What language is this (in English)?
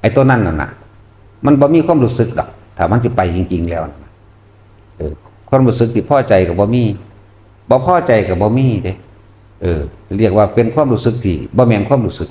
Northeastern Thai